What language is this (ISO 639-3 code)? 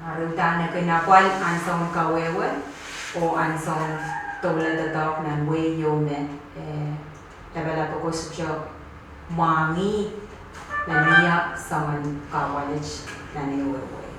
pon